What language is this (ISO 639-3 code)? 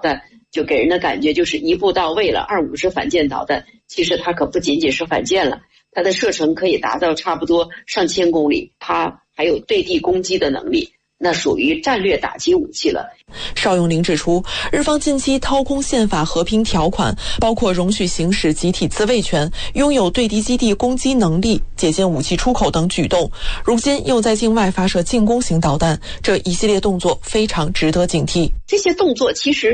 zho